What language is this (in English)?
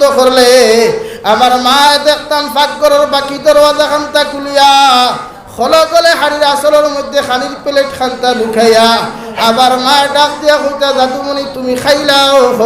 Sylheti